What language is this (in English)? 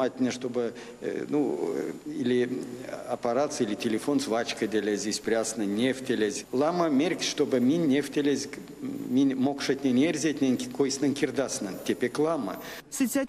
Erzya